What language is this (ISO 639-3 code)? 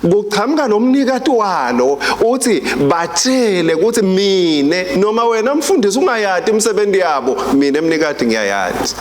ssw